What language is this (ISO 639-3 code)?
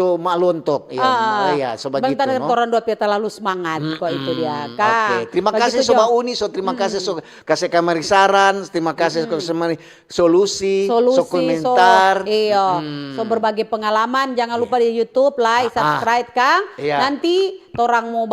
xmm